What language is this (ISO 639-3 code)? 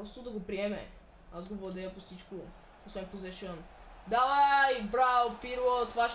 bul